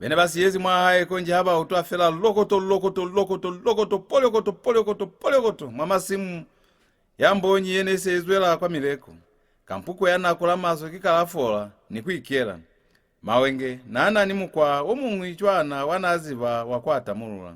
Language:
Lozi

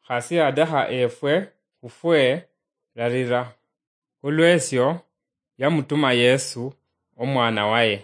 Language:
Luyia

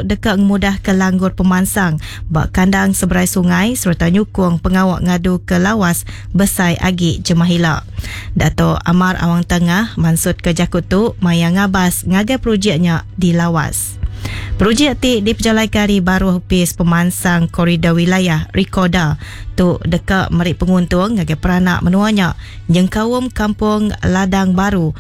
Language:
Iban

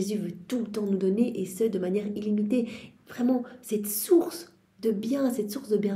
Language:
French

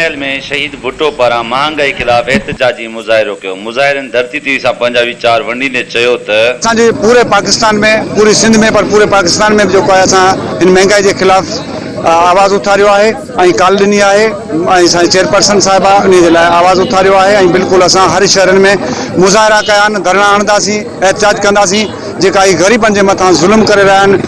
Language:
Sindhi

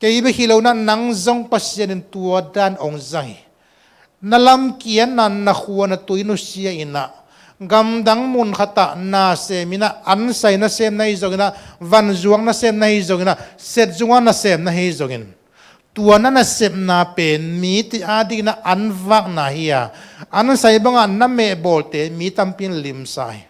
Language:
Tedim Chin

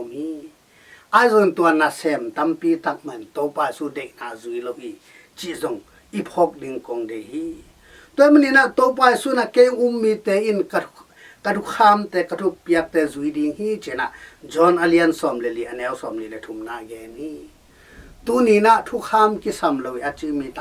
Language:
Tedim Chin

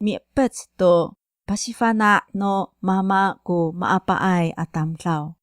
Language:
Amis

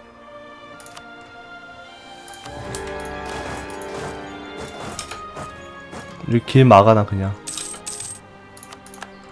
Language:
Korean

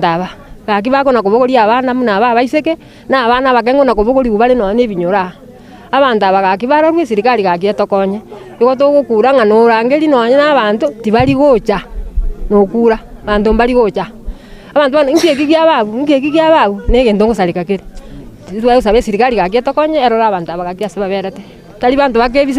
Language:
Gusii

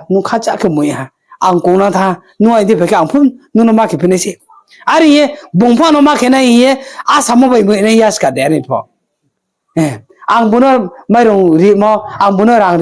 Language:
Riang (India)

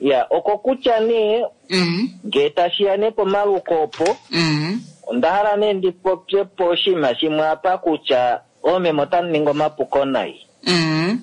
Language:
Kuanyama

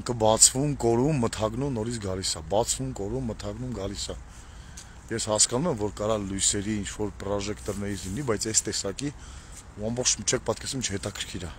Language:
Armenian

